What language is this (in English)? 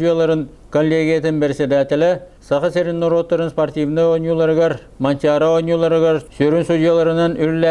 Yakut